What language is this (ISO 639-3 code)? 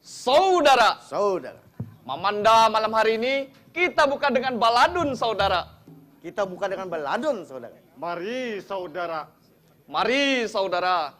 bjn